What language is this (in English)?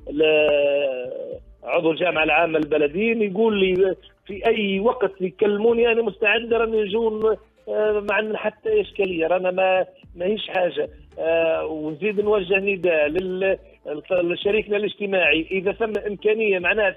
Tunisian Arabic